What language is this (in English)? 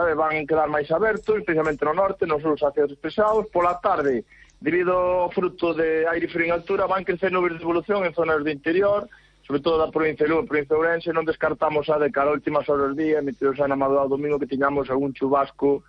Galician